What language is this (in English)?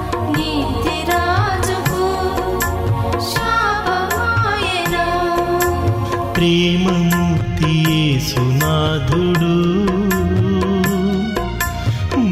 Telugu